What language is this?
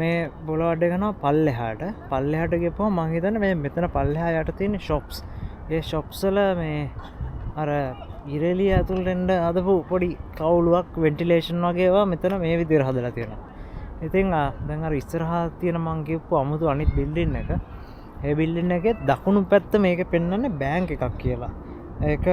Sinhala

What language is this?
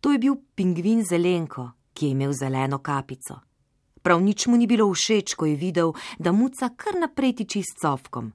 Slovenian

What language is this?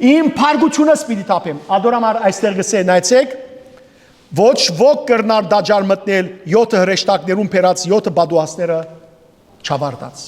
Western Armenian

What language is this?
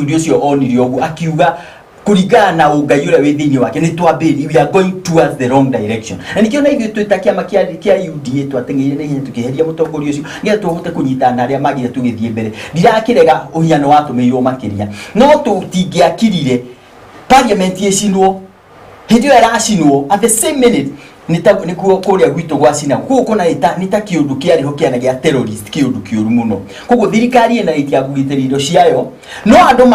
Kikuyu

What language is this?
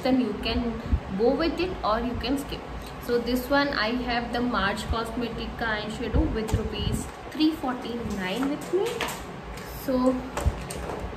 Hindi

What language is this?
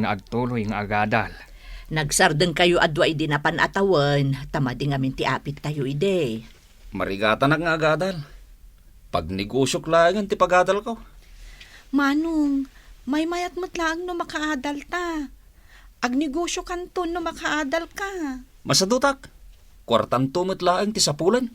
Iloko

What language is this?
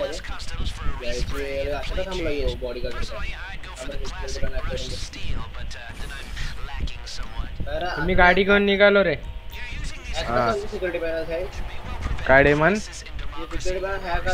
Marathi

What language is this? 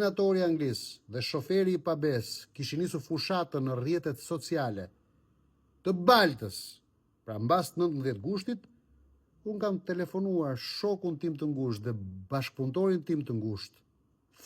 Albanian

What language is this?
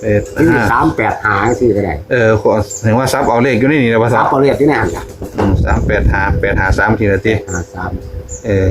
Northeastern Thai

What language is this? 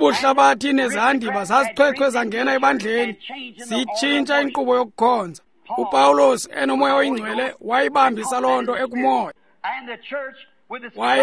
Xhosa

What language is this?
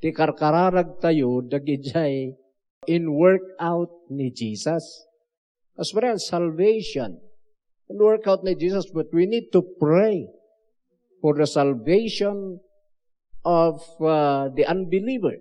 Iloko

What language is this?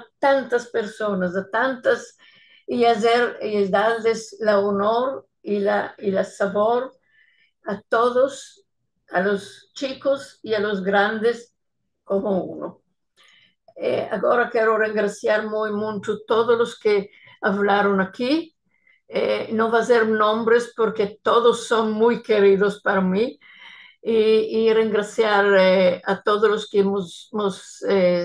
Ladino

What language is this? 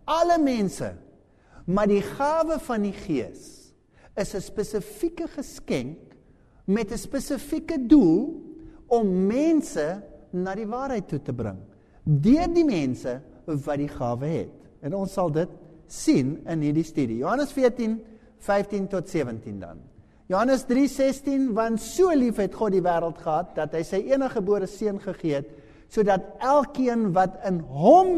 Afrikaans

